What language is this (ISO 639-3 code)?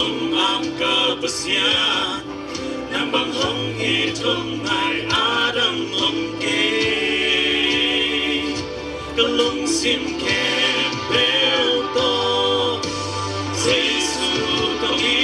ctd